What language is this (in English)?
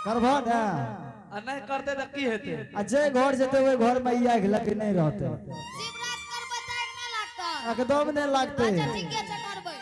Angika